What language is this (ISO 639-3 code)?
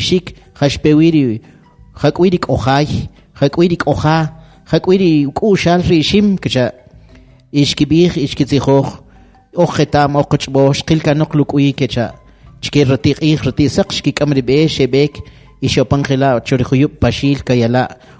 quc